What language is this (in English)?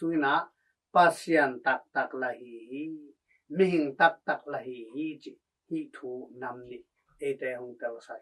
Tedim Chin